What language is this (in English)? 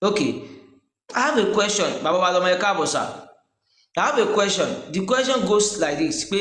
Yoruba